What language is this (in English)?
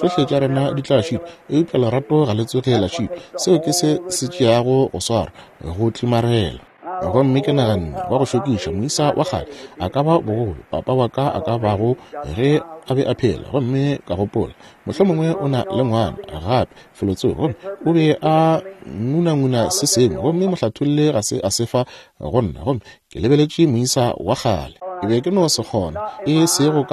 Northern Sotho